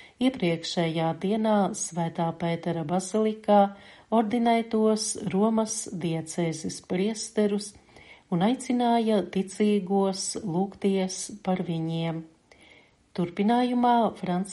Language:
Latvian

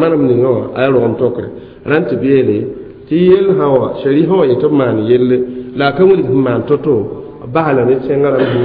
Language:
Mossi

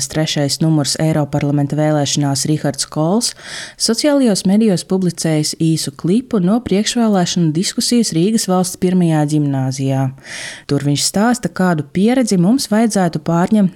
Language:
Latvian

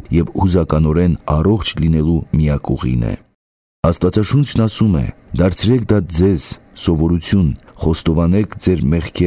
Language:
Armenian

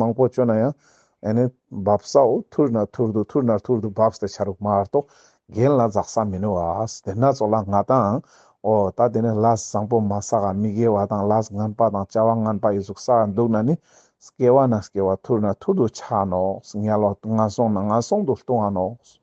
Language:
Ladakhi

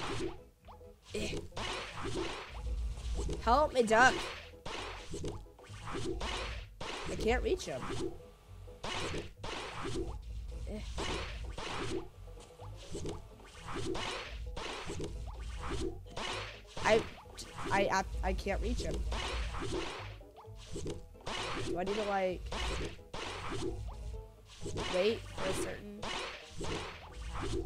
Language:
English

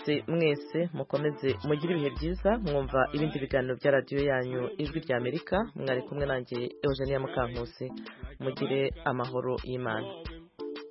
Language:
Kinyarwanda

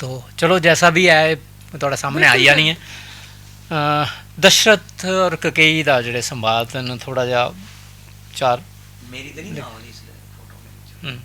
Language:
Dogri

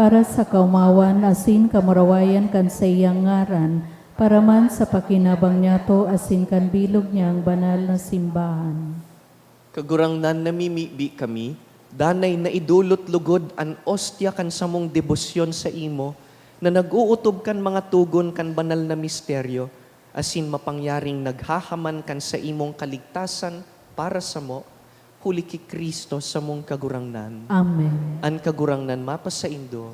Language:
Bikol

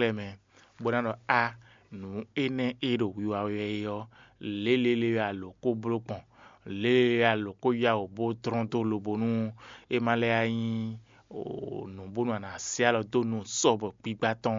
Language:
Fon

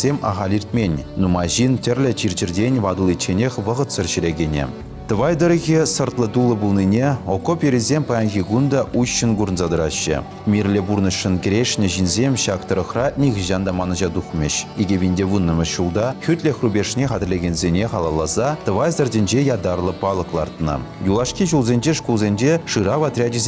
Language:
Chuvash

